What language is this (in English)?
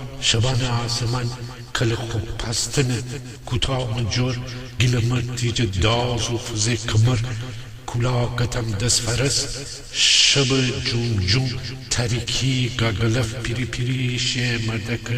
Gilaki